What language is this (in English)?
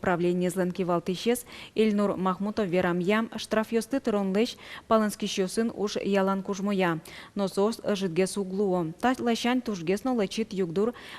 Udmurt